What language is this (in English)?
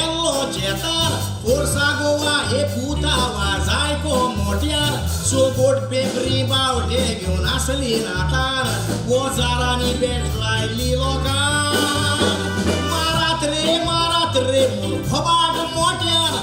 Konkani